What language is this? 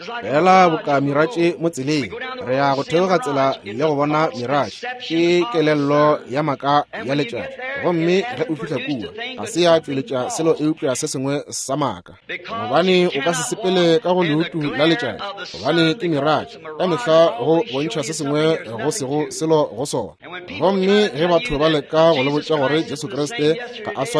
Northern Sotho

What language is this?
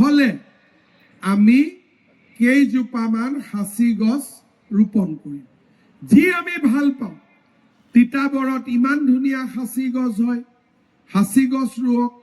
Assamese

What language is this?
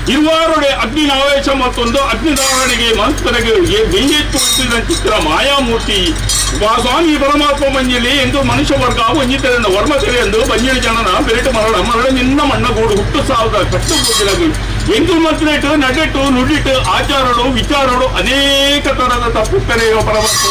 Tulu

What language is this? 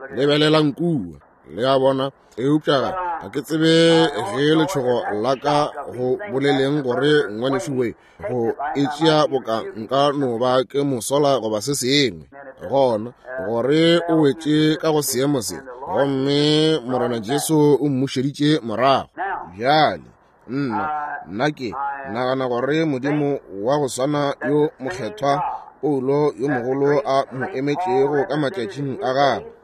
Northern Sotho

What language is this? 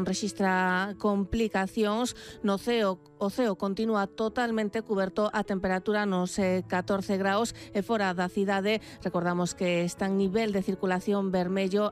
Galician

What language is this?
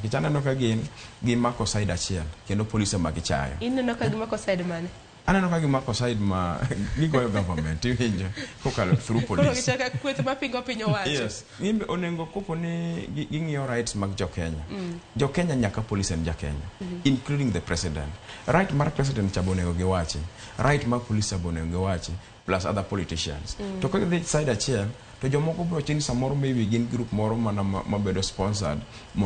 Luo (Kenya and Tanzania)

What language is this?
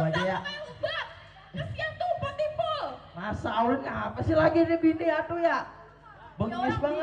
Betawi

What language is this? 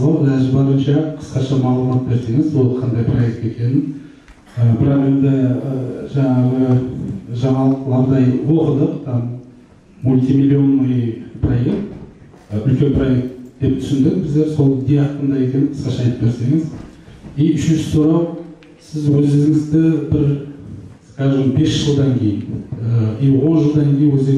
Kara-Kalpak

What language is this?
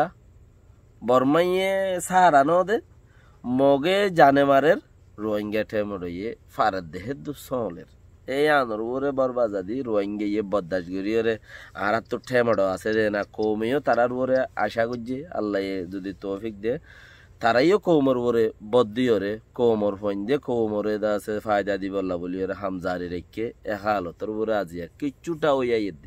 Rohingya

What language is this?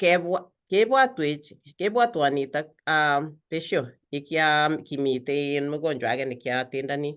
Kalenjin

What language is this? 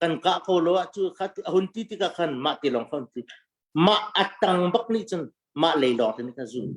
Hakha Chin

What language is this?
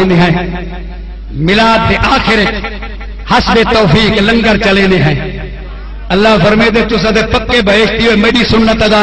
Saraiki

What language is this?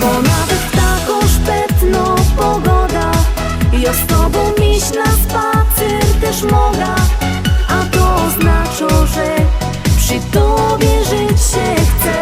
Silesian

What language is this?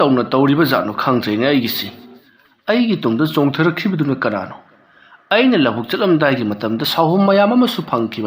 Manipuri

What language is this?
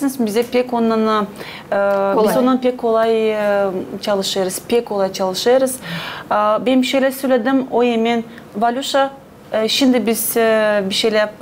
Gagauz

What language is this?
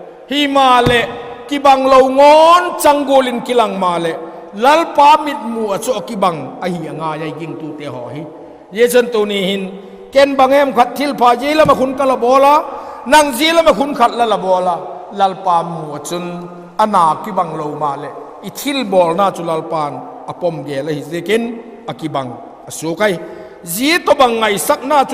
Vaiphei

